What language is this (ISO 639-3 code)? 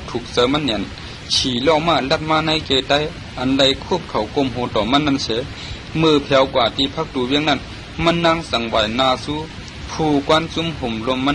shn